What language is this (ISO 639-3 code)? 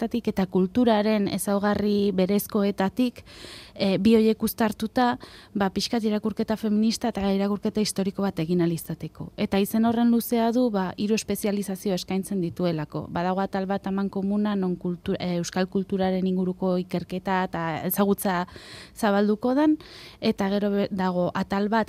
eus